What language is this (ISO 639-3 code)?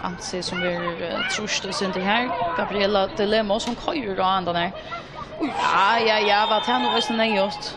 fao